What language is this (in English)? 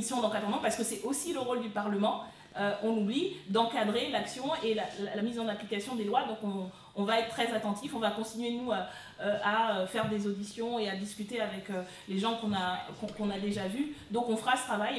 French